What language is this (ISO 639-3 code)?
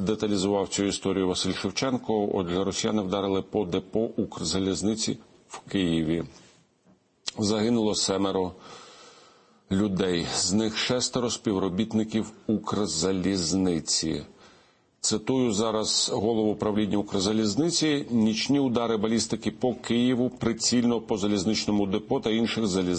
ukr